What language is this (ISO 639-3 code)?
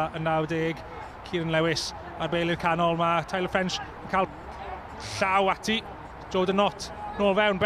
cym